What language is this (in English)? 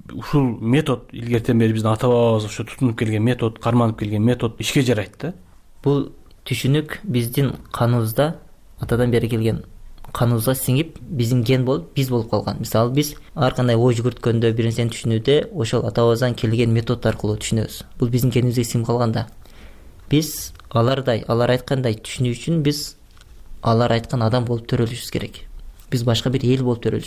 Kyrgyz